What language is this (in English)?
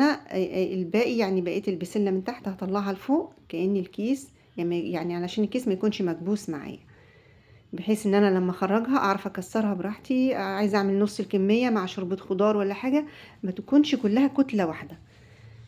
Egyptian Arabic